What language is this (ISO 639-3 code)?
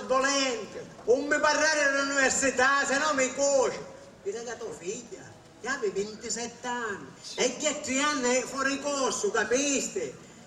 scn